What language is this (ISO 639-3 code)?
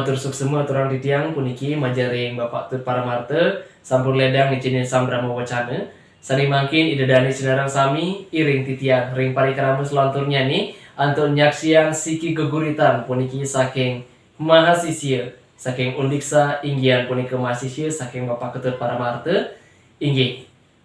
ban